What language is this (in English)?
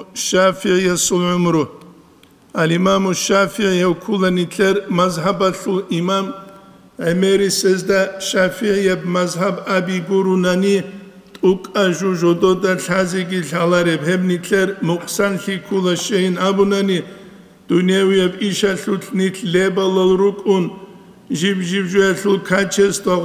Avaric